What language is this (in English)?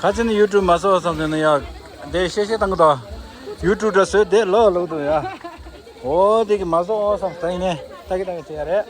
Tibetan